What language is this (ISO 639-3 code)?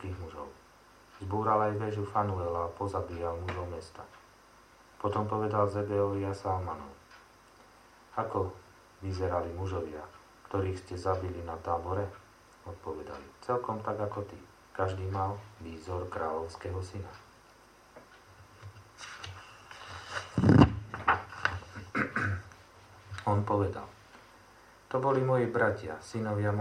slk